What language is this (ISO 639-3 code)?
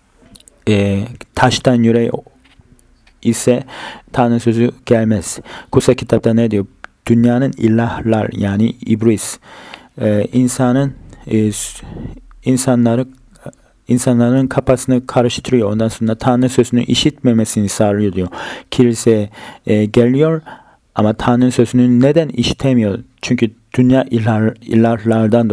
tur